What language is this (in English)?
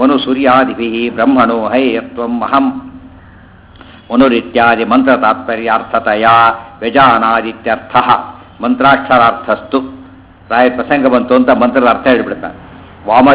Kannada